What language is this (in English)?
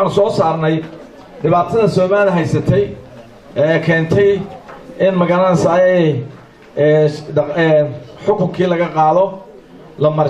Somali